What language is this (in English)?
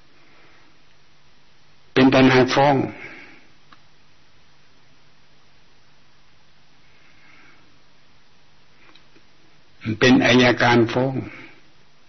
Thai